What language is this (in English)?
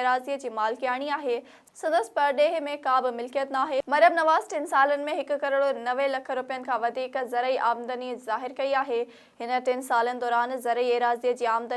Sindhi